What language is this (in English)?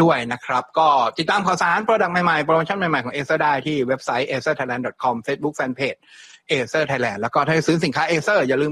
Thai